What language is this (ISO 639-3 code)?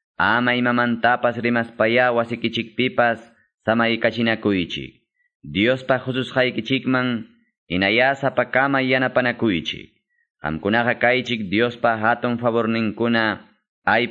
que